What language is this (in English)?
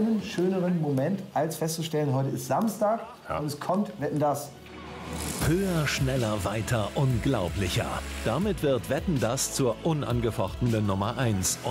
German